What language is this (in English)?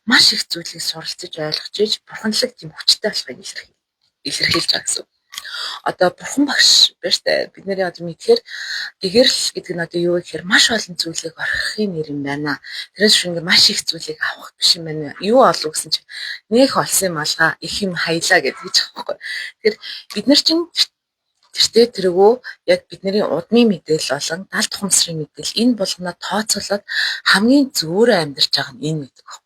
Mongolian